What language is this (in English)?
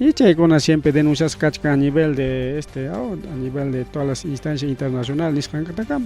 Ayacucho Quechua